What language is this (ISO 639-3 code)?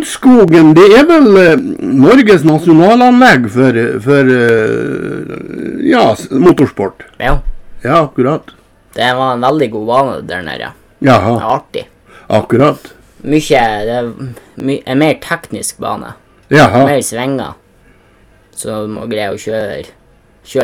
nor